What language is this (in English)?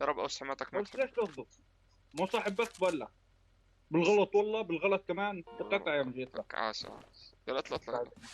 North Levantine Arabic